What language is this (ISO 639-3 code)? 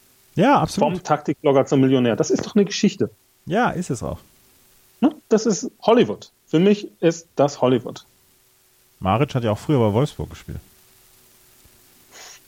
deu